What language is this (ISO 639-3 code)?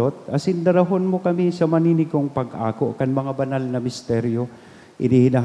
bik